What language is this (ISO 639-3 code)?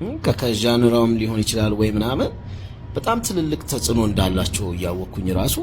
amh